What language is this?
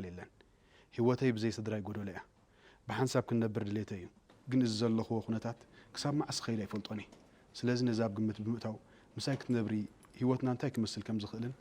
Tigrinya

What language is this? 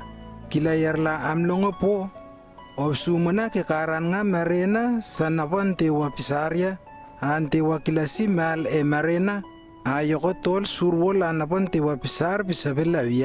Lewo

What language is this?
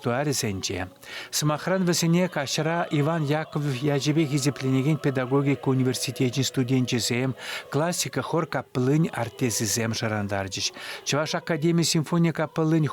Chuvash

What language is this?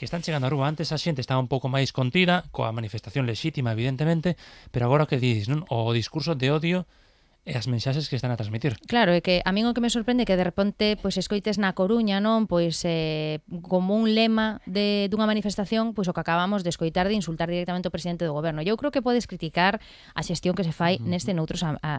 Galician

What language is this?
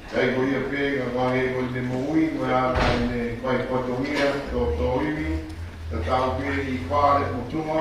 Tongan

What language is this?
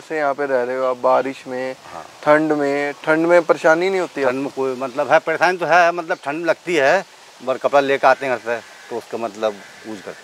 Hindi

